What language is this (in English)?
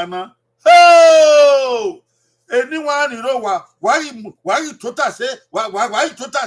Bini